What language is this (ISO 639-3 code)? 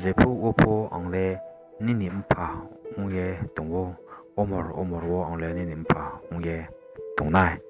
ria